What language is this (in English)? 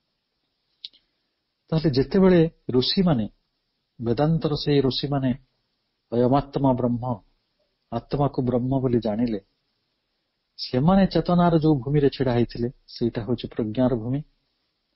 Odia